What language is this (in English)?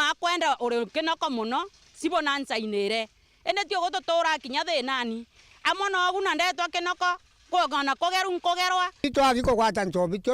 Meru